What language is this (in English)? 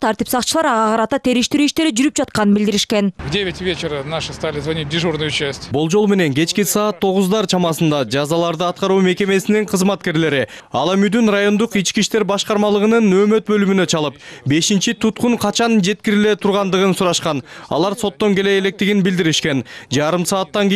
Kyrgyz